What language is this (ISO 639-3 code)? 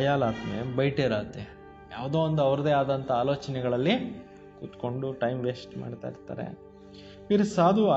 kan